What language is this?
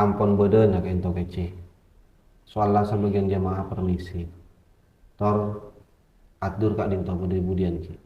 Madurese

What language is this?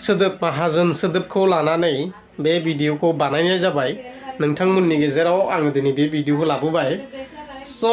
Bodo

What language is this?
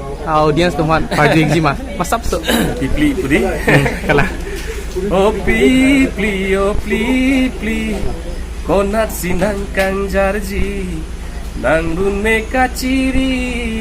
Karbi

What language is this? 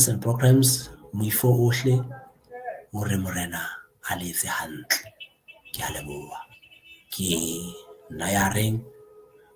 Southern Sotho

